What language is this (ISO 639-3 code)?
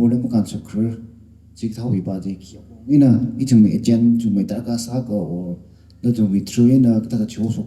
nmf